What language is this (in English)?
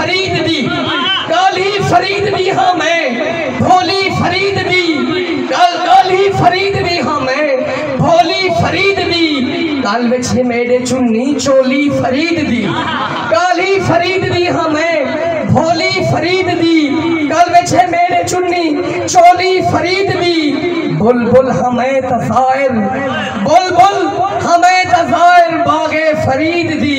Saraiki